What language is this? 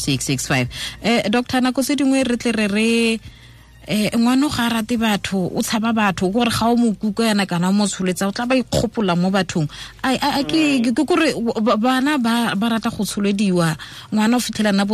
Tswana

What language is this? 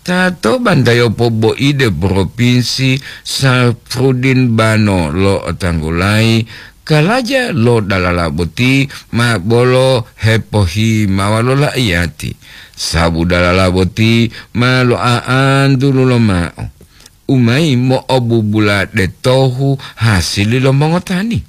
Gorontalo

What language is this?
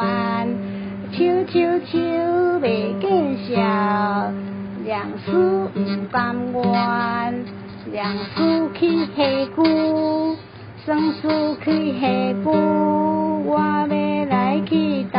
Min Nan Chinese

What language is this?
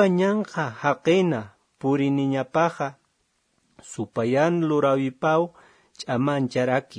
Aymara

